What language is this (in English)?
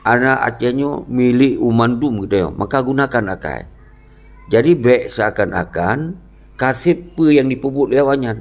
Achinese